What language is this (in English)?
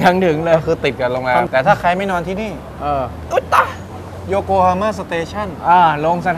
Thai